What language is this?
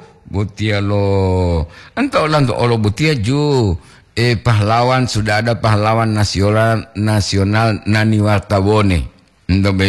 Gorontalo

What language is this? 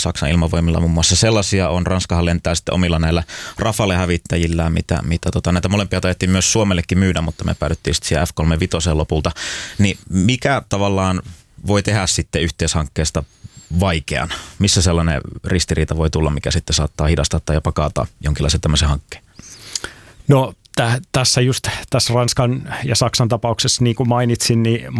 Finnish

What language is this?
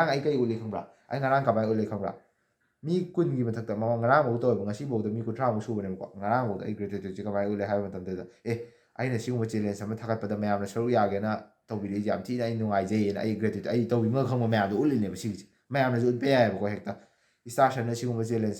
Manipuri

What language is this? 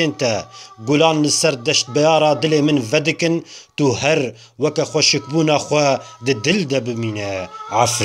Kurdish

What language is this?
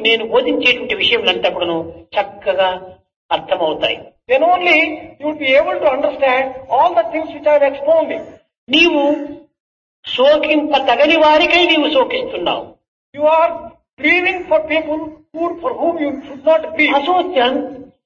Telugu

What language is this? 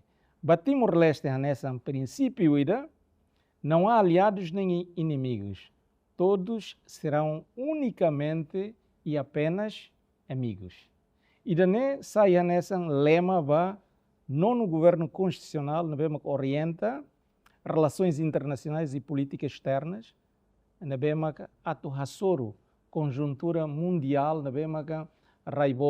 Tetum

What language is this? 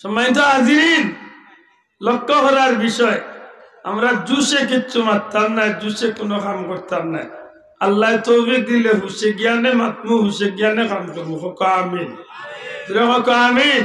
Sylheti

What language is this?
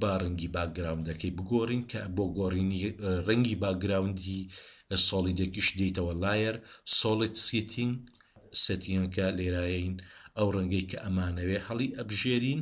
Central Kurdish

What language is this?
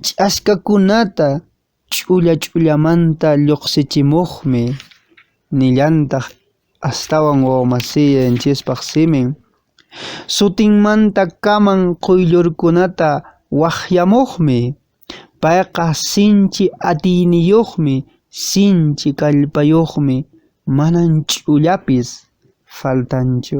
Quechua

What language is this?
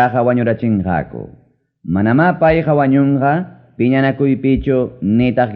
Ayacucho Quechua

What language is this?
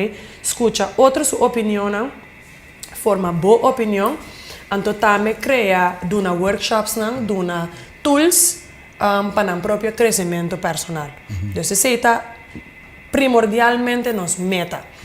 Papiamento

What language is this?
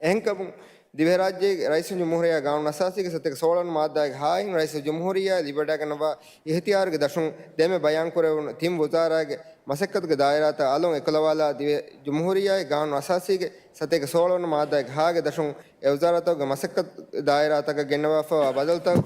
Divehi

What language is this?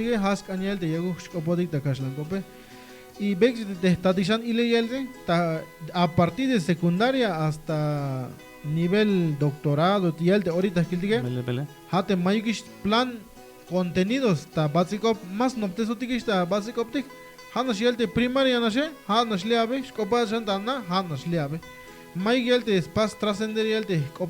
Tzeltal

